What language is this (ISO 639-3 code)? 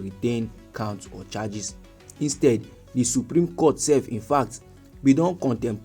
pcm